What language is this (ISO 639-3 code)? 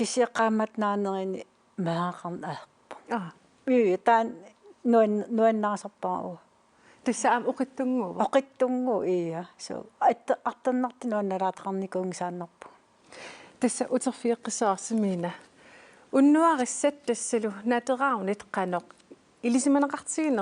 kal